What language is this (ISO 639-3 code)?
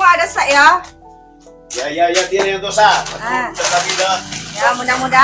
mad